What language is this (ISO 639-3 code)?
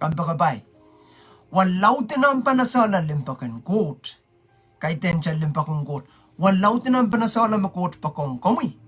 pon